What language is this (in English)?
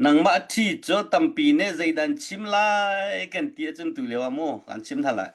Hakha Chin